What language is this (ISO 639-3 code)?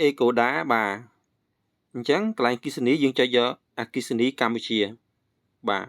khm